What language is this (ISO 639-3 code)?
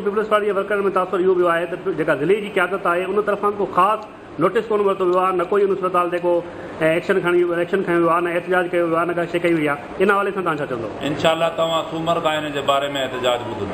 snd